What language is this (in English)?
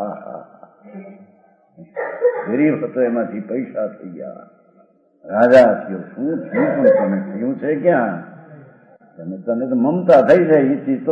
Gujarati